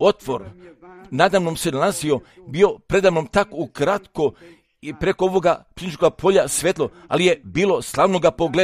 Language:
Croatian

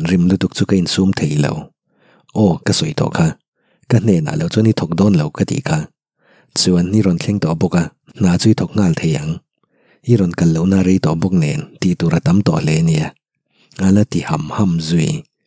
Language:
Mizo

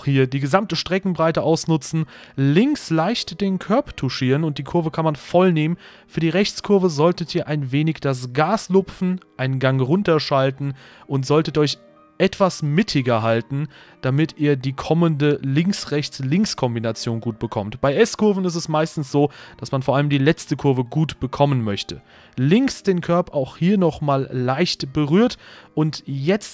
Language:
German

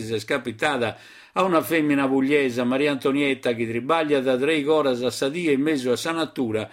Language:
Sardinian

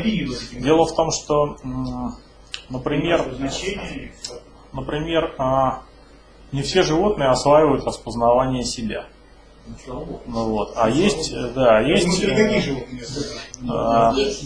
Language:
Russian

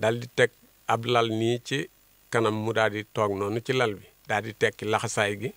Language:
Wolof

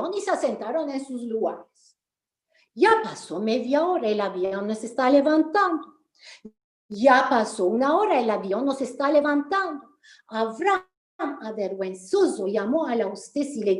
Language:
Ladino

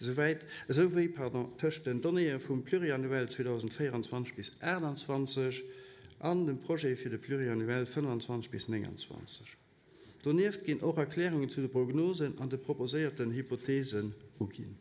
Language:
Luxembourgish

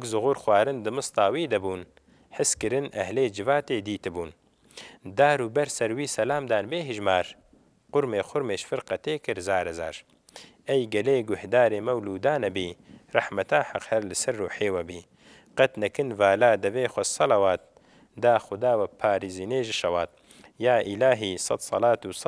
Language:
Kurdish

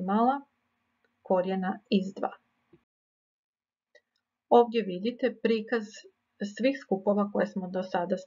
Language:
Croatian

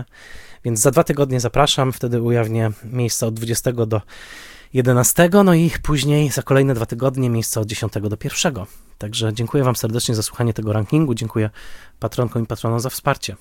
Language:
Polish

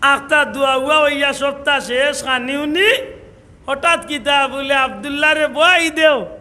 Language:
Sylheti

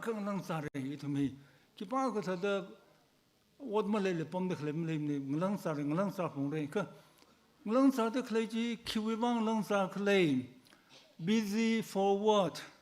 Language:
Tangkhul Naga (India)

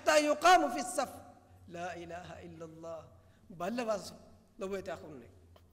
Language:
Divehi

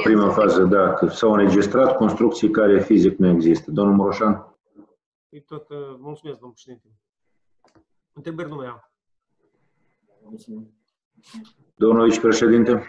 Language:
Romanian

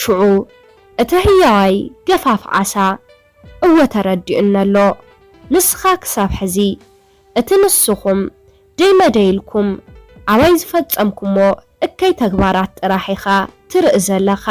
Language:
Tigrinya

